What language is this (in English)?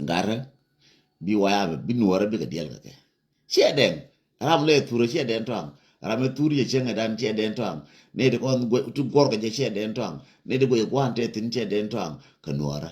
Nuer